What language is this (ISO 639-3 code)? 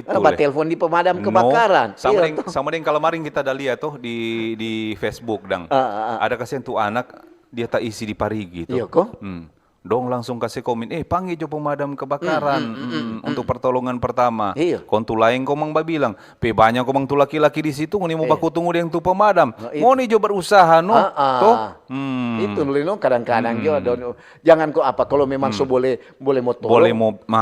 xmm